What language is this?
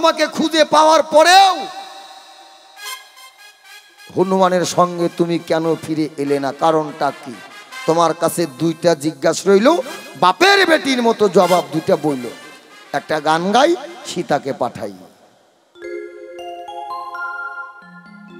Bangla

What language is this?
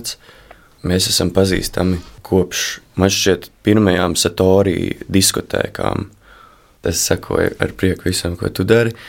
Latvian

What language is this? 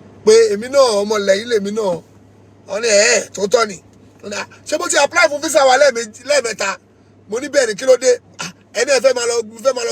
Yoruba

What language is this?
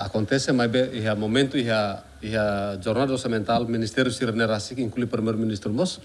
Tetum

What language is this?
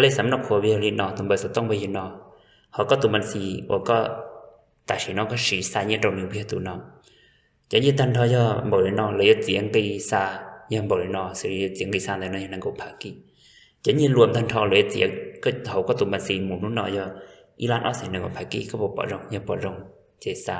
Hmong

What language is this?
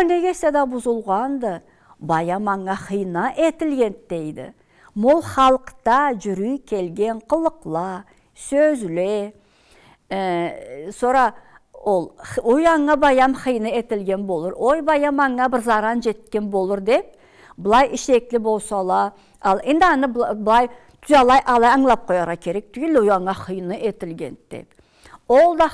Karachay-Balkar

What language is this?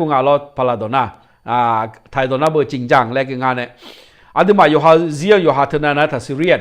Akha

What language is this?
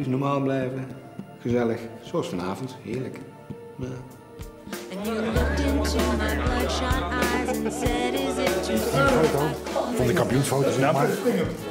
Dutch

